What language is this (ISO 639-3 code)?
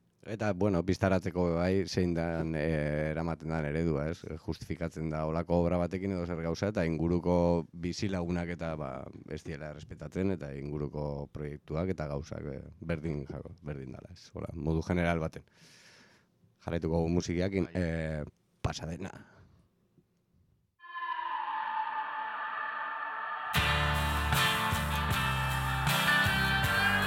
eus